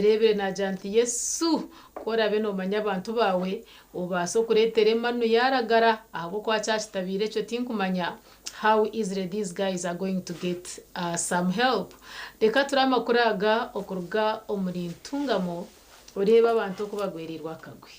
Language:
Nyankole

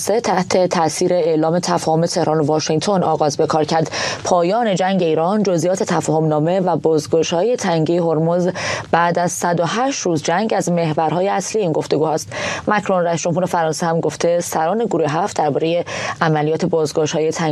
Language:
Persian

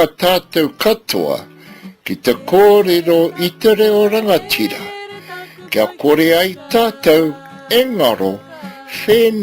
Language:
Māori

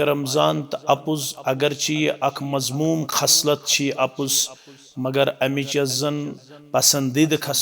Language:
Kashmiri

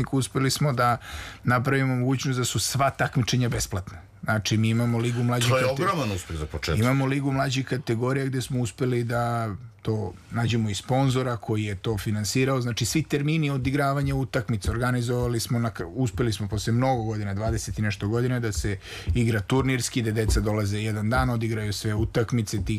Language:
Serbian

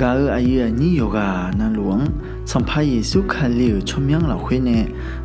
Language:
Akha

